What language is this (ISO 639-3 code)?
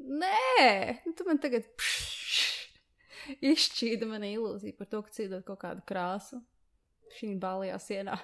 lav